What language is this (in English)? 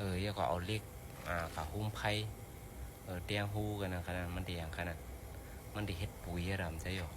Shan